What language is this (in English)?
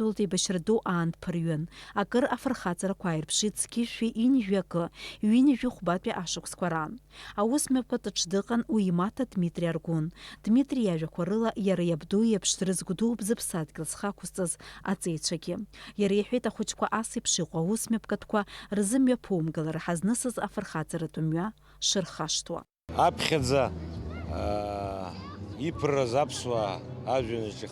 Abkhazian